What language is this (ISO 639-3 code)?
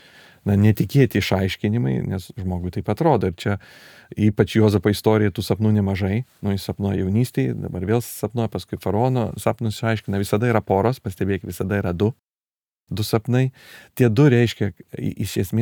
lit